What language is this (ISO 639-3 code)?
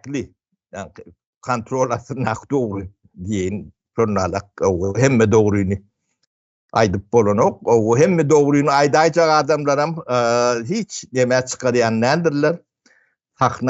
tuk